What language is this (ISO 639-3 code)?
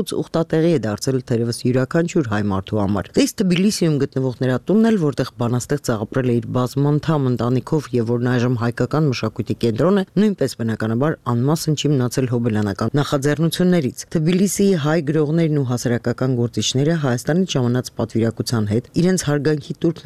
hye